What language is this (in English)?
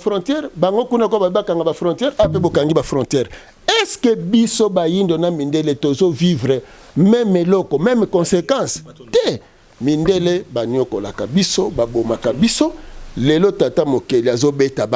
Lingala